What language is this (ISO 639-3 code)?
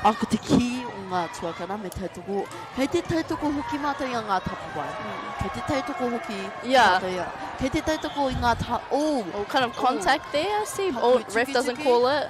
mri